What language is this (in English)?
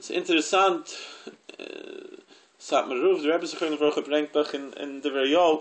Yiddish